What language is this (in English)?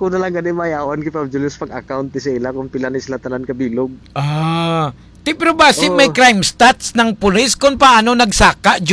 Hiligaynon